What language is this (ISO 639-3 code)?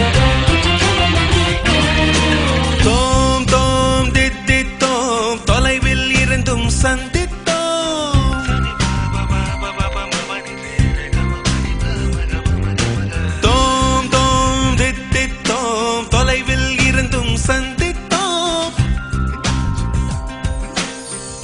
tam